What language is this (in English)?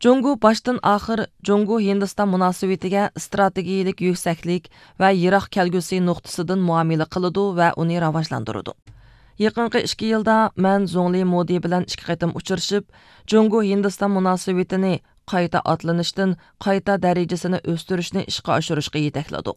Uyghur